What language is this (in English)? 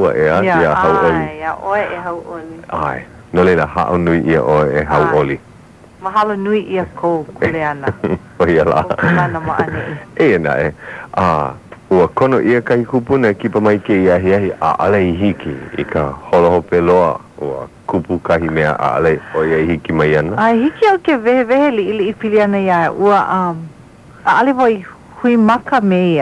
Hawaiian